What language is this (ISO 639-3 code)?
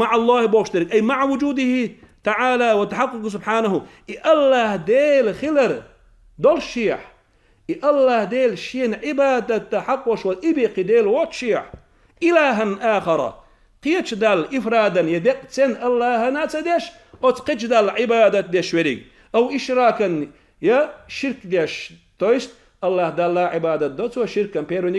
che